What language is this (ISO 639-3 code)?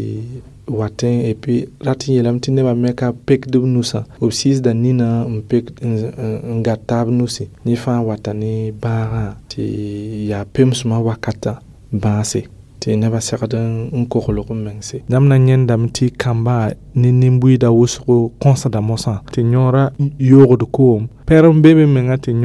mos